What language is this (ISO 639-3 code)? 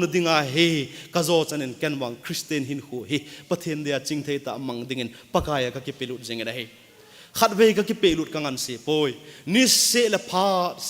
tcz